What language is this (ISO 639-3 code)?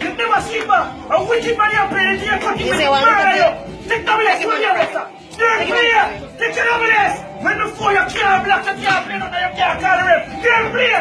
jam